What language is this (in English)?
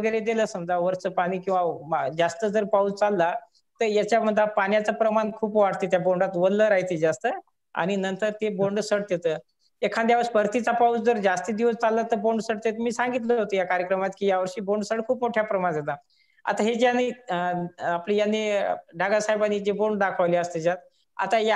Marathi